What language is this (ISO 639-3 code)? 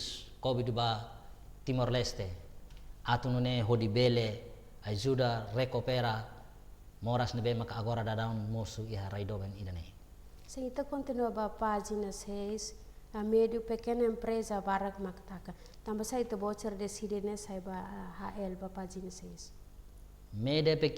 tet